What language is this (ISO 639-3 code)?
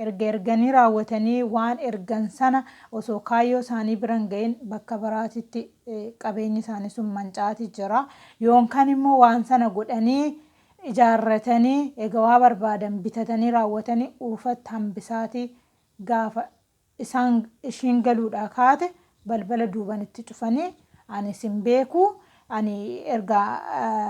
orm